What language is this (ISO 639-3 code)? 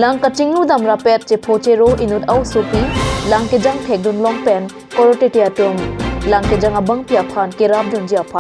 mjw